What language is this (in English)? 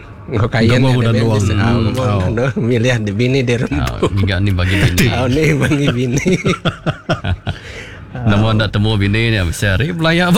Iban